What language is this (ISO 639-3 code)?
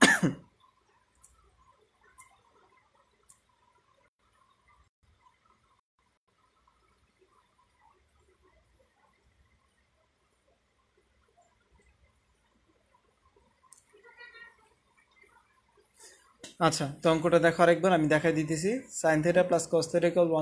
ben